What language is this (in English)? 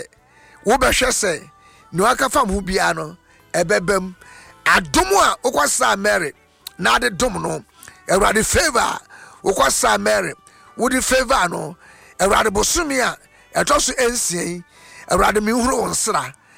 Akan